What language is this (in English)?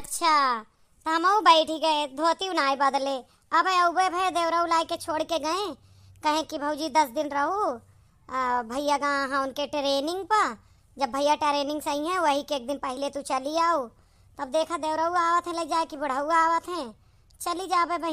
Awadhi